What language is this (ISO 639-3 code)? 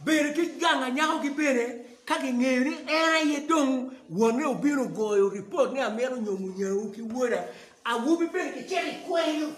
ach